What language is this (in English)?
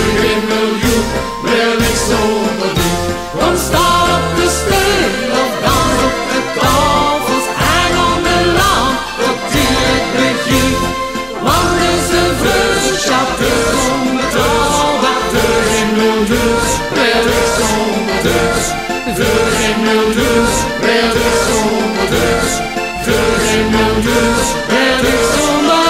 Dutch